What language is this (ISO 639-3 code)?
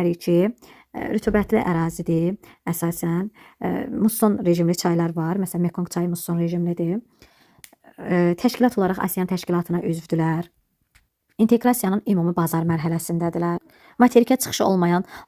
aze